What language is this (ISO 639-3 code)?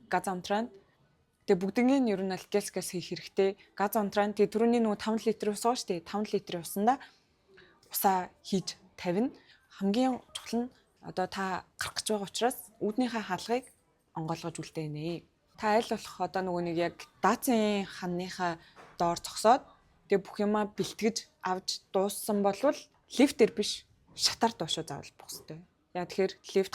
mon